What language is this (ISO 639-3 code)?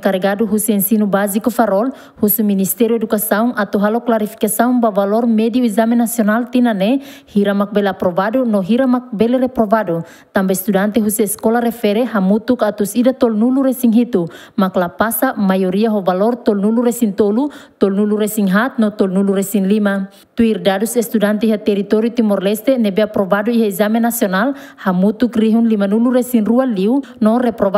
tet